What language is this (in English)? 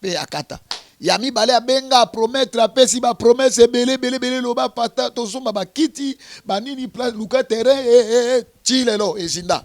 Lingala